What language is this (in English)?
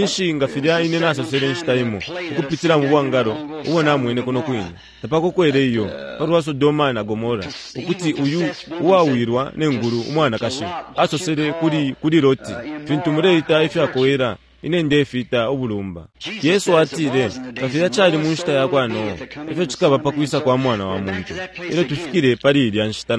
Bemba